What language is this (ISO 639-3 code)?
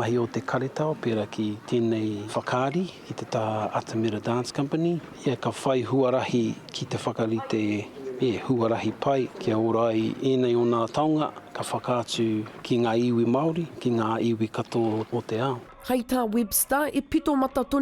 mri